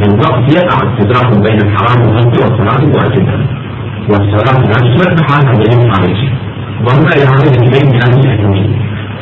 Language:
Arabic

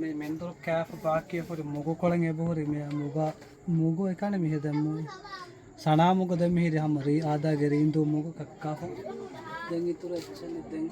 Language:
Divehi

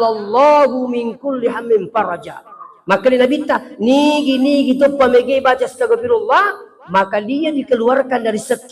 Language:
Buginese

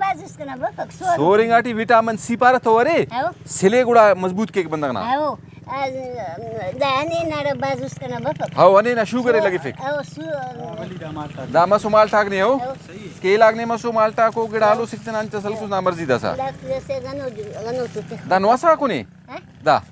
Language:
Brahui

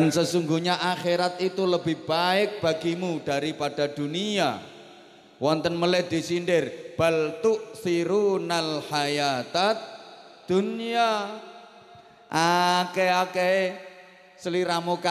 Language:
Javanese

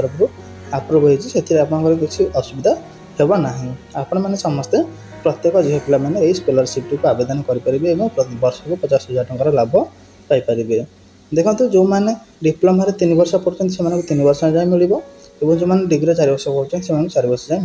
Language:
Odia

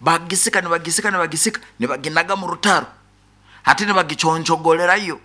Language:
Nyankole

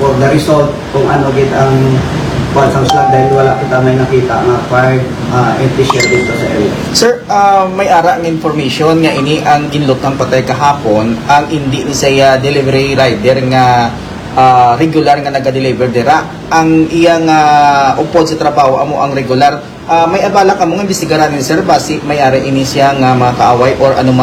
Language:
Hiligaynon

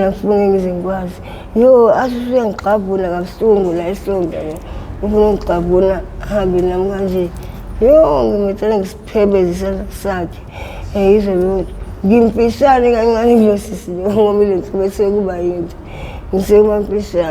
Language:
Zulu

